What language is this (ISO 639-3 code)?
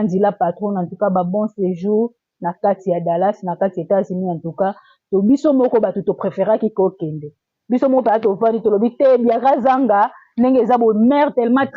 lin